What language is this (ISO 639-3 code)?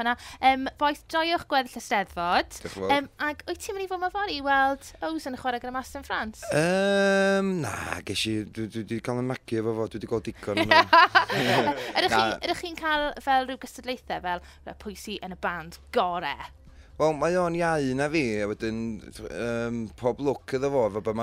cym